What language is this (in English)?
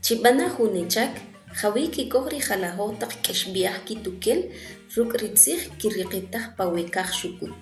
Kʼicheʼ